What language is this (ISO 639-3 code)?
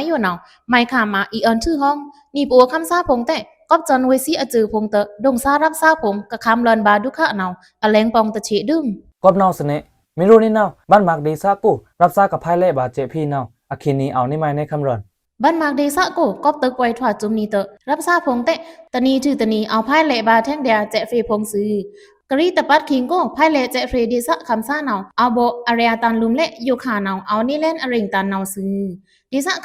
blk